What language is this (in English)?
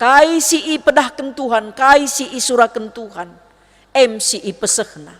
Batak Karo